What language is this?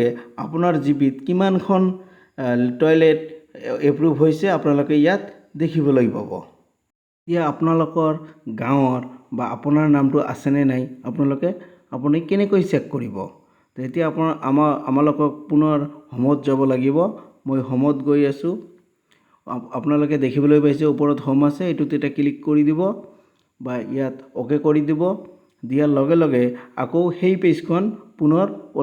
Assamese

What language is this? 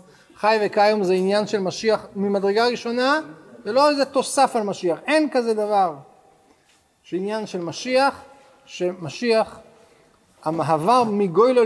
Hebrew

